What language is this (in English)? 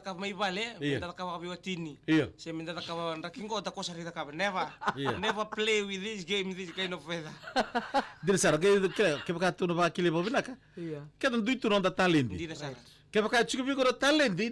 Fijian